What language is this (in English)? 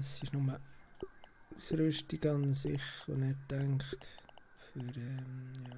Swiss German